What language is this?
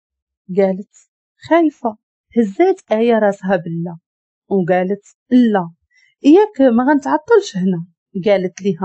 Moroccan Arabic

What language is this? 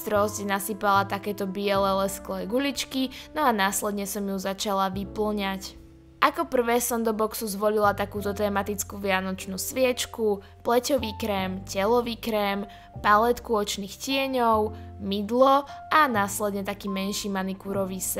Slovak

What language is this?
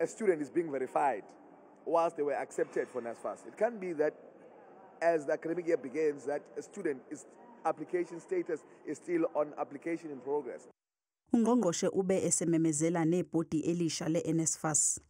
Zulu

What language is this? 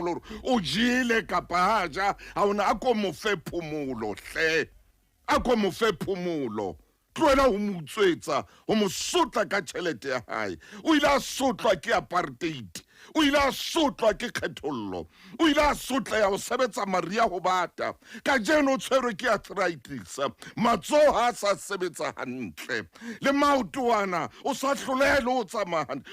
Southern Sotho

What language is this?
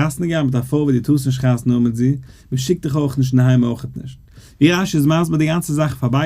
Yiddish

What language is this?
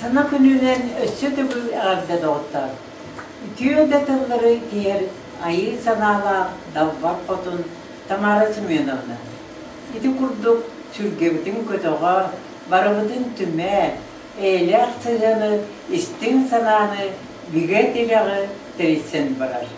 Yakut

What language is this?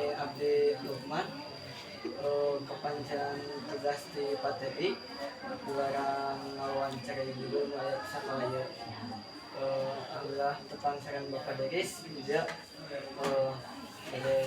Sundanese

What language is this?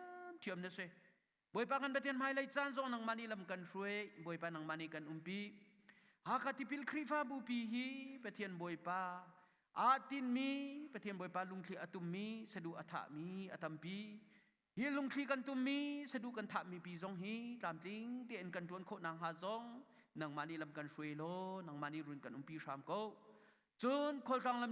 Hakha Chin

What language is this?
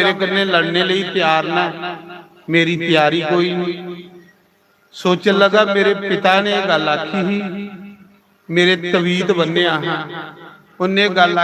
Dogri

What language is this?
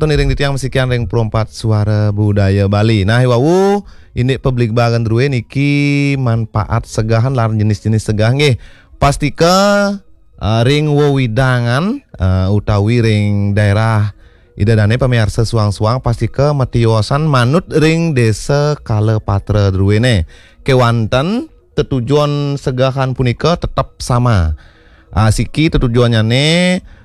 Balinese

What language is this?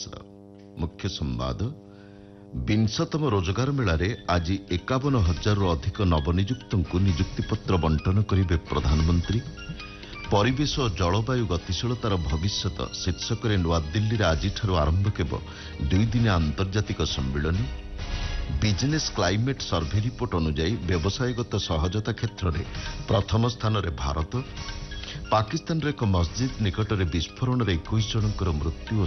Odia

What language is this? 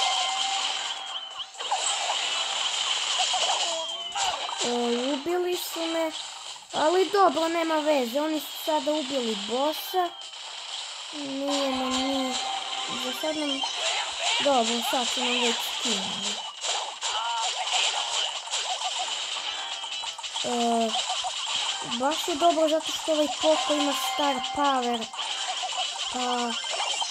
Serbian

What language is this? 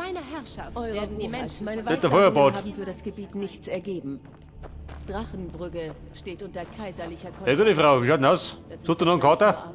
Bavarian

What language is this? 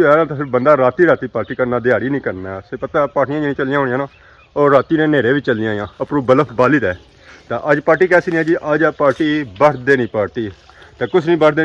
Pahari-Potwari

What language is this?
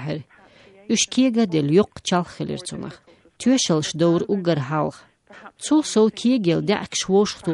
Chechen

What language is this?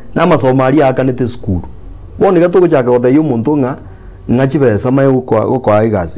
Gusii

